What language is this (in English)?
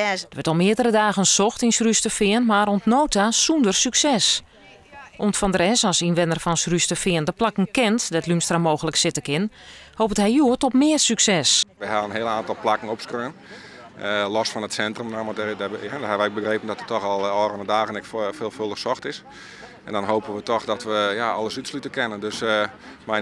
Western Frisian